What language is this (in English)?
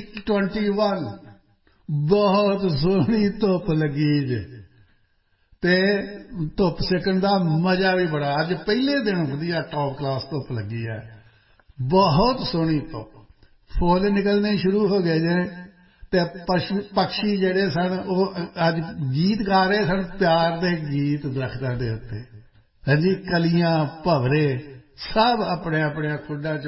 Punjabi